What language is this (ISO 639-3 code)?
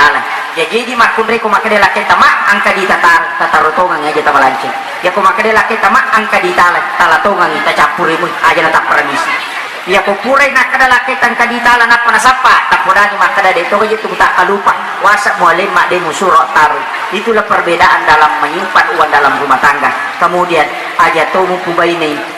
bug